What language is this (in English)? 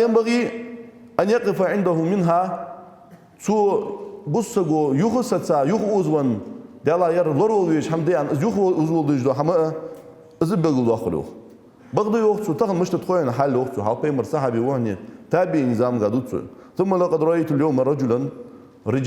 Ingush